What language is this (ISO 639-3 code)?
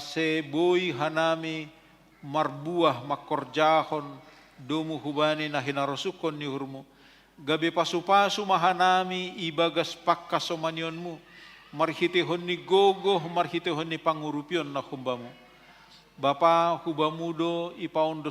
bts